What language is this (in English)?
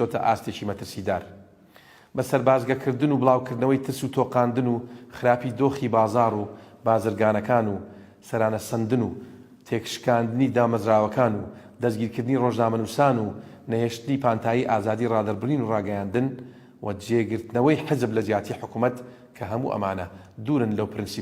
Central Kurdish